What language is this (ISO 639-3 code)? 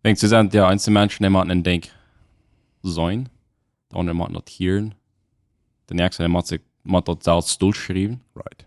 pdt